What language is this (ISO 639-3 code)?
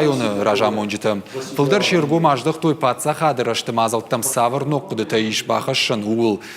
oss